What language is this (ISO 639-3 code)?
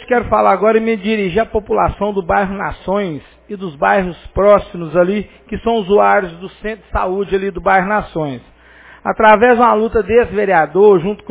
por